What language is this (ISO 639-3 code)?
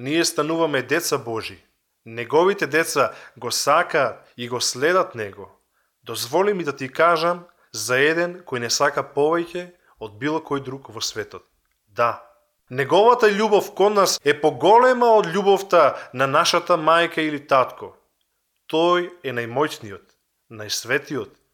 mkd